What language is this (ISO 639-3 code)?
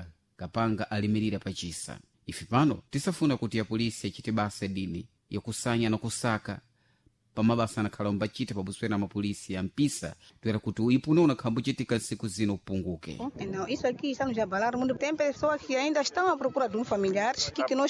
seh